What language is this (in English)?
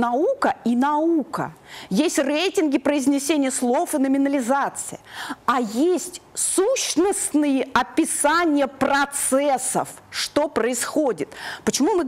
Russian